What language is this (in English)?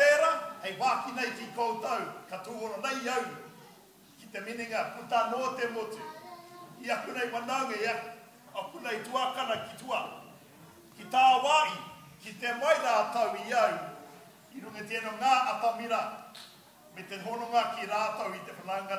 Māori